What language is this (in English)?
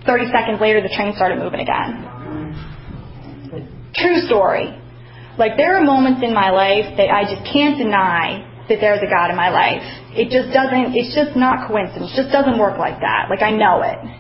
English